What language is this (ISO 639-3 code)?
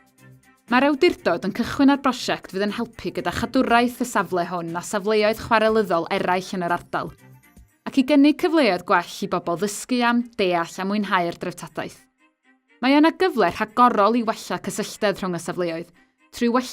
cym